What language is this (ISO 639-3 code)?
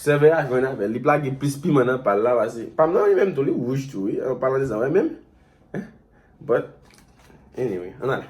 hat